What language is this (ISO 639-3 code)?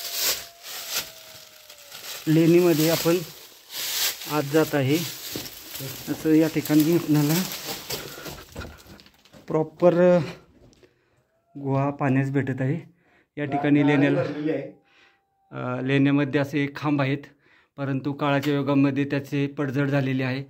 mar